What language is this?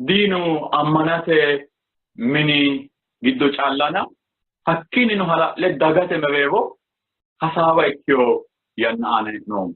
Sidamo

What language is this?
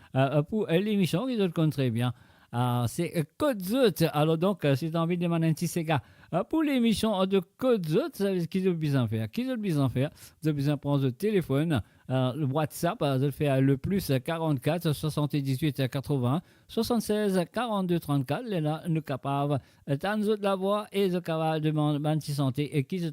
Morisyen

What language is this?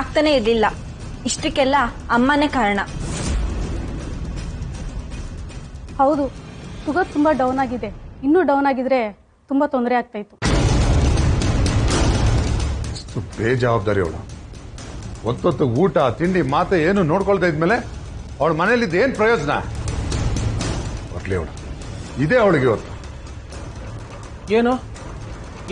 Kannada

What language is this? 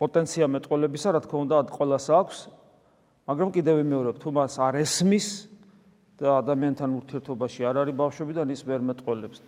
Georgian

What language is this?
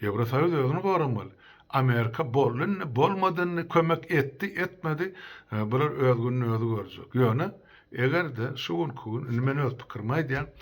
Turkmen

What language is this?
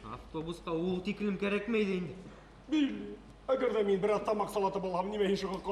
Bashkir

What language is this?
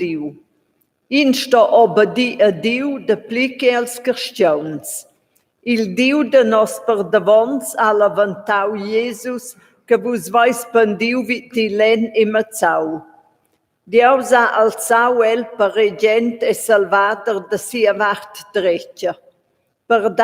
Romansh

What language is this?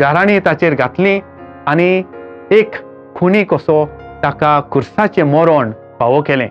Konkani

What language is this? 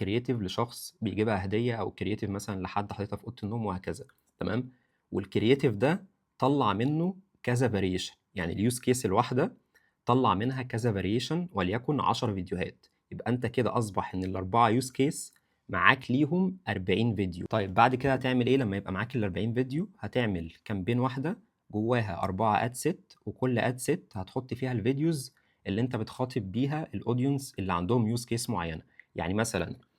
Egyptian Arabic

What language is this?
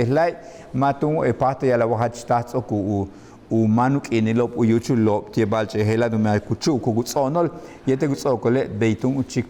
Yucateco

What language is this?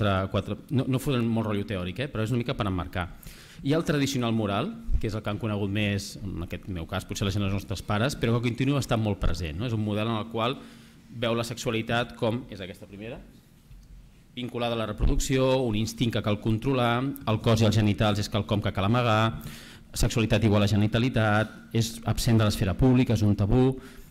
Catalan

